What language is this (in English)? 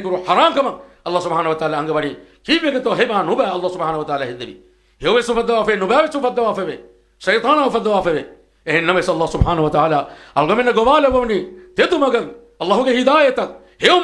Divehi